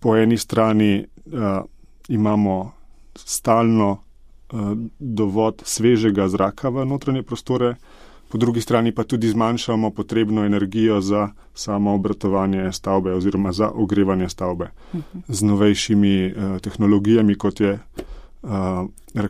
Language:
Slovenian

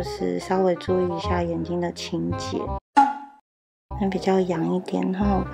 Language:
Chinese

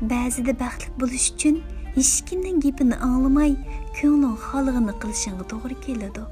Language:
Uyghur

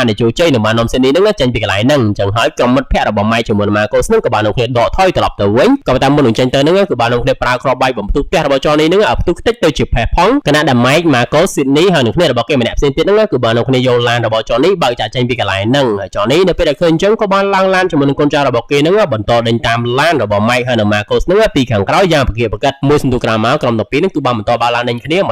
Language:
Khmer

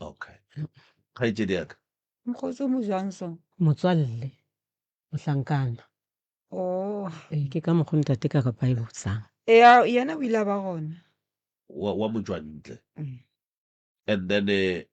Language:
Northern Sotho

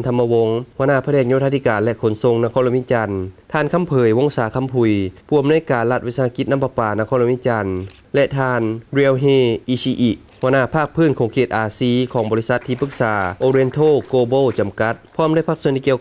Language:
Lao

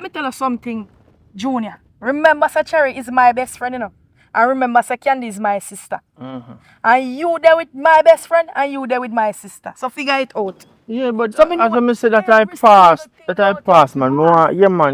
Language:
Jamaican Creole English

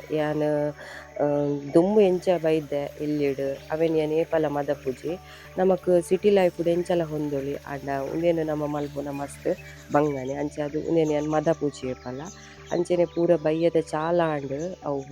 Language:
Tulu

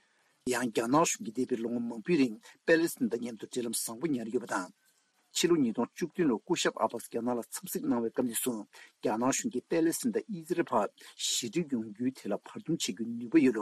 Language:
Tibetan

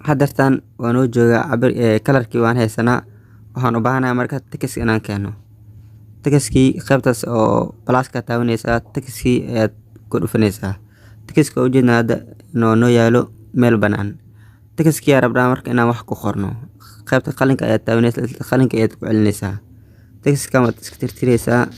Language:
Somali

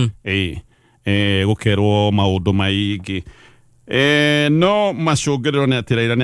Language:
Kikuyu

